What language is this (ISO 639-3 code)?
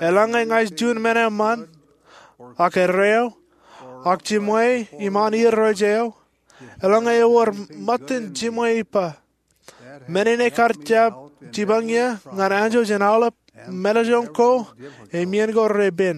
mah